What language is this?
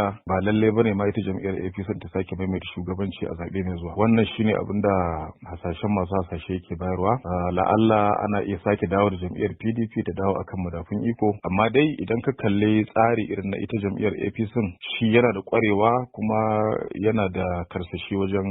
Hausa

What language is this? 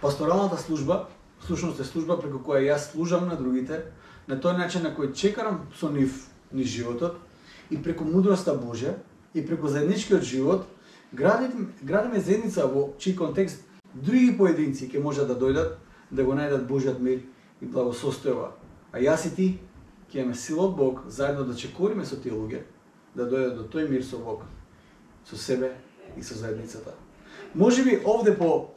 Macedonian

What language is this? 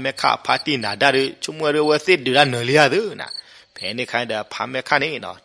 S'gaw Karen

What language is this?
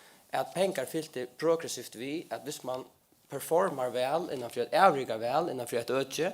Faroese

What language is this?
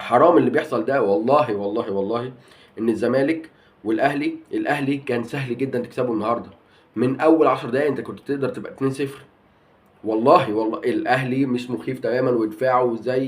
Egyptian Arabic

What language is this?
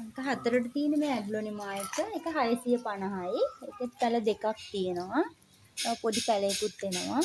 Sinhala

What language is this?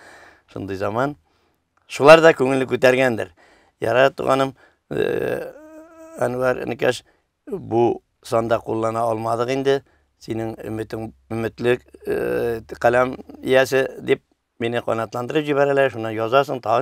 Tatar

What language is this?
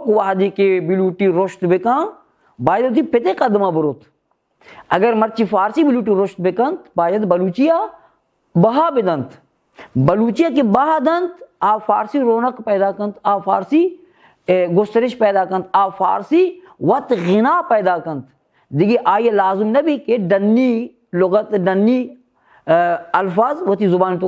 Baluchi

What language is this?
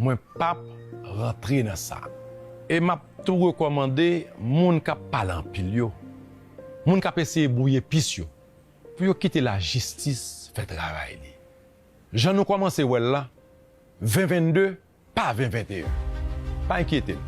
Haitian Creole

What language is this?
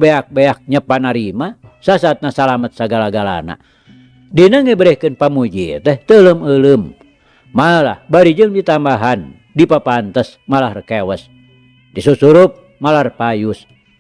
Sundanese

